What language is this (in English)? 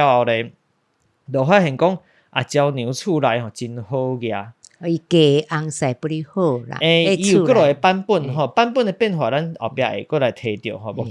Min Nan Chinese